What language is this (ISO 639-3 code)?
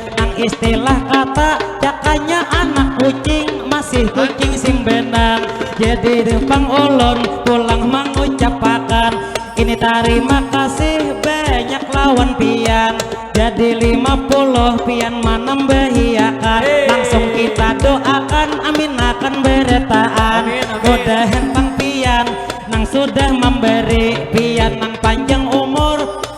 bjn